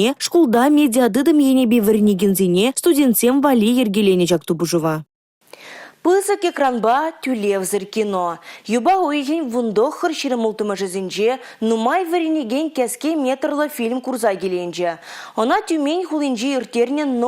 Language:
Chuvash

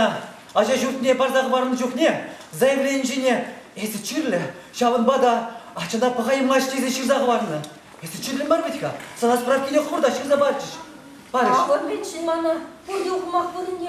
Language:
Chuvash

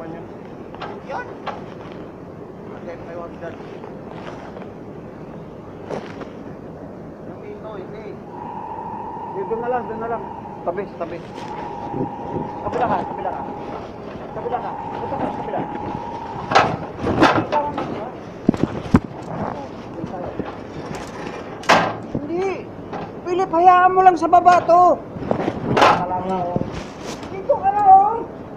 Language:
Filipino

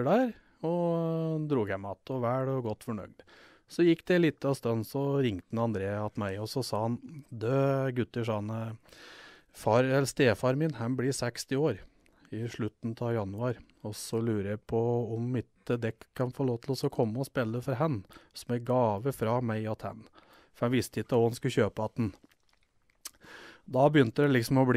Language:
Norwegian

